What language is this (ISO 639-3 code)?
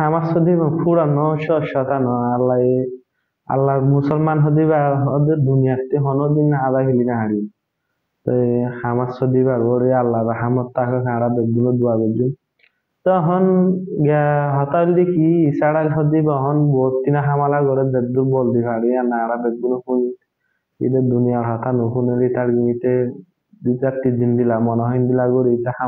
rhg